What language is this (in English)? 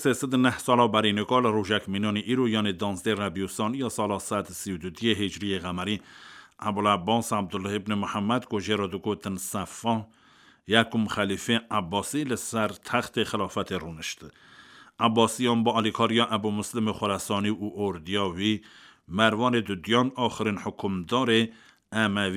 Kurdish